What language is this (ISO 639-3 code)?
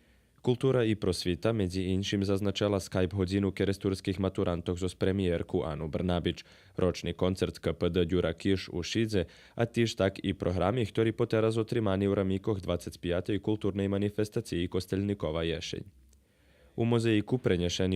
rue